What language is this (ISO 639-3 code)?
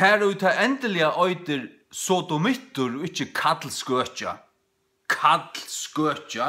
fao